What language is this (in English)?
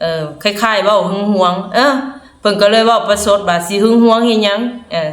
Lao